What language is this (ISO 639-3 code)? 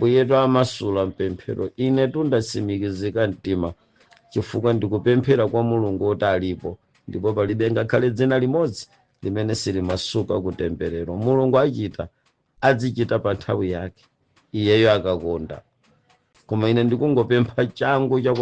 nya